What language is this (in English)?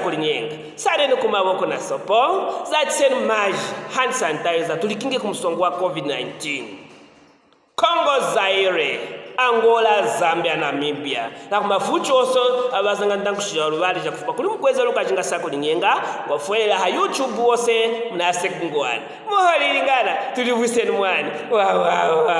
Luvale